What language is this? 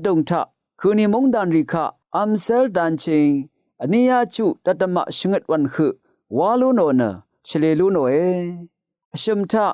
Rawang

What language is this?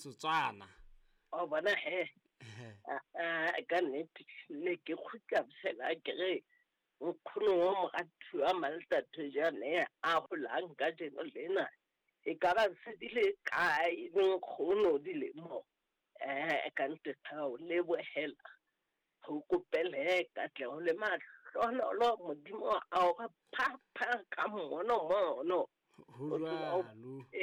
Southern Sotho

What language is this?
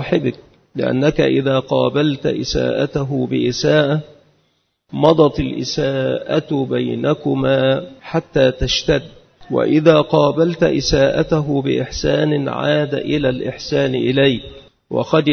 Arabic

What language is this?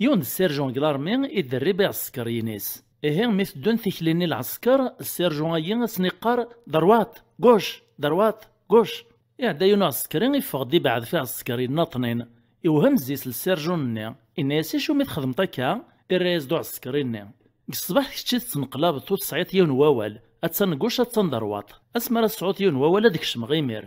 Kabyle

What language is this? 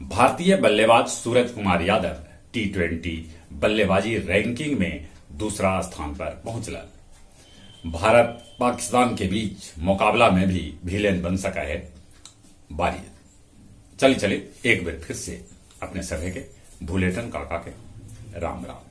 Magahi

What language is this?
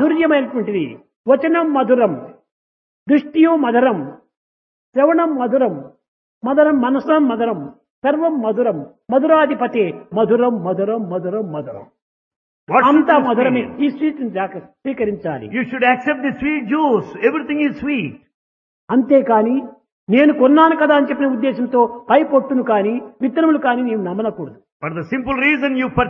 Telugu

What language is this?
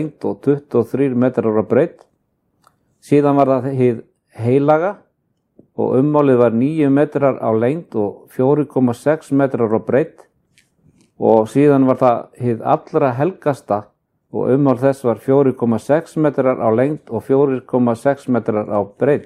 Icelandic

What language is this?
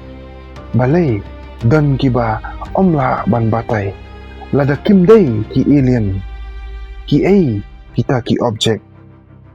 Khasi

